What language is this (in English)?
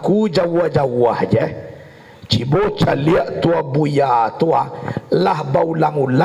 Minangkabau